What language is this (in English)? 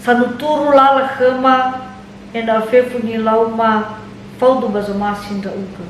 Nias